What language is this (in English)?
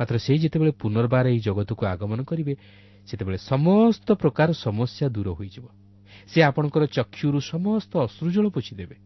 Odia